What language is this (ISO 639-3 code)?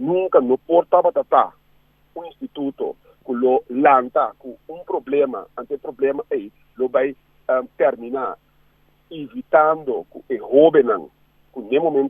pap